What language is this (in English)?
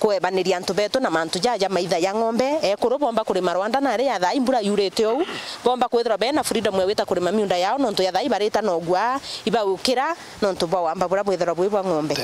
Meru